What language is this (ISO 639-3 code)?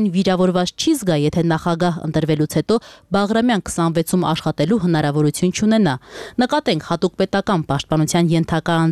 hye